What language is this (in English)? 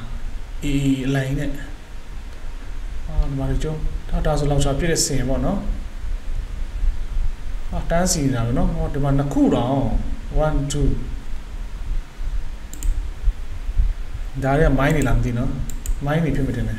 Burmese